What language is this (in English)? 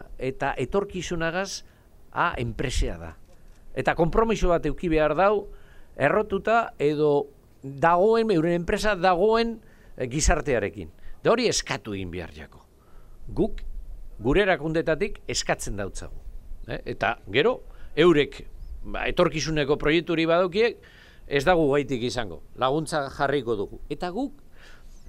Basque